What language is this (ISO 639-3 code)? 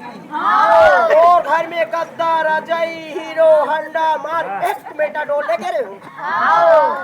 hne